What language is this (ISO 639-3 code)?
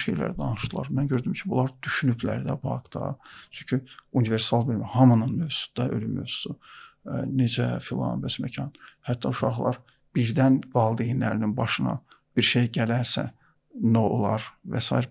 aze